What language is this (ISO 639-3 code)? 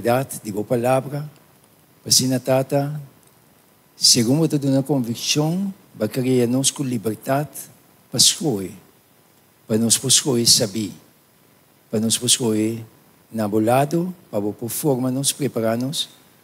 pap